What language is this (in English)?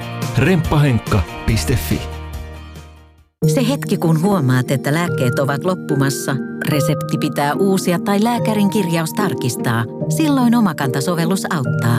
Finnish